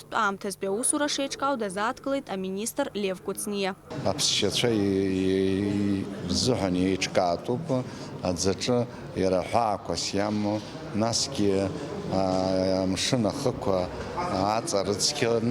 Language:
Abkhazian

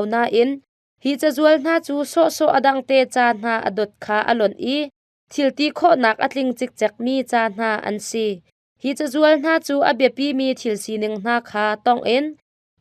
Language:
Hakha Chin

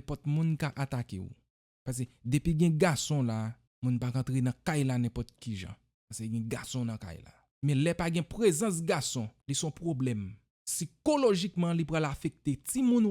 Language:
Haitian Creole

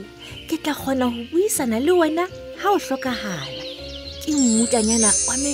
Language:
Southern Sotho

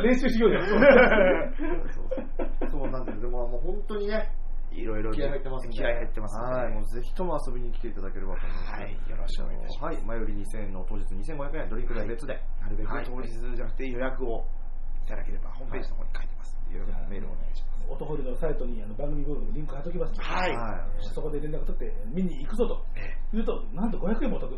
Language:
Japanese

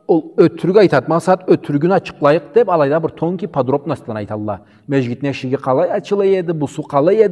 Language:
Karachay-Balkar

